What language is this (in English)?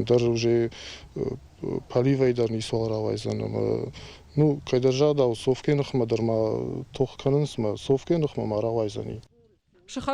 Ossetic